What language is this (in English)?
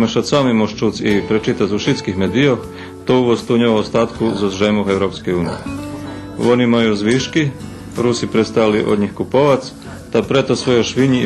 Rusyn